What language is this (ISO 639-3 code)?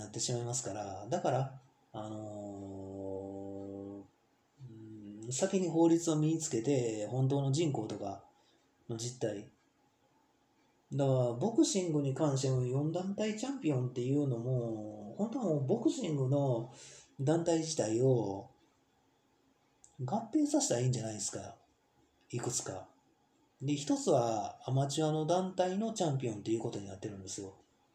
jpn